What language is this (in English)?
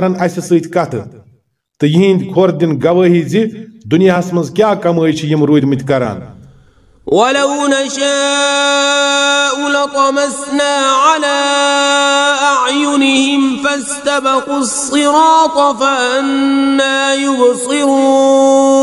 Kashmiri